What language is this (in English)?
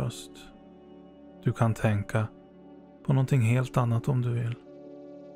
Swedish